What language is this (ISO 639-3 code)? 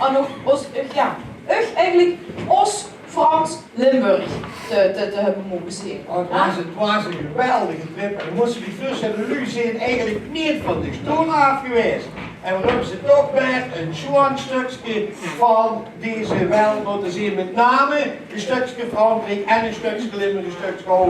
lim